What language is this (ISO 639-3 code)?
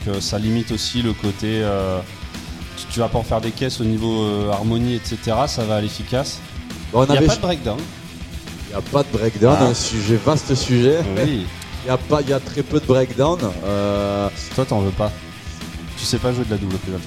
fra